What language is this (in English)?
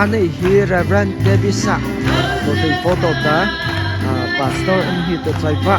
Mara Chin